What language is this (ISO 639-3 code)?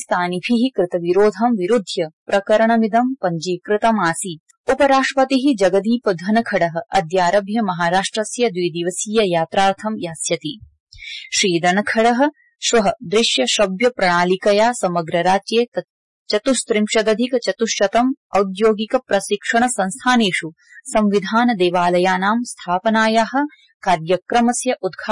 san